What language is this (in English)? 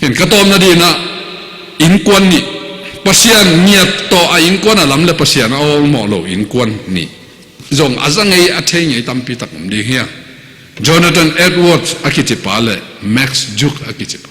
Tedim Chin